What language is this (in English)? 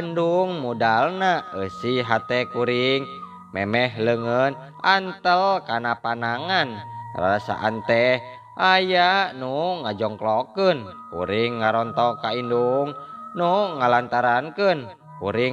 Sundanese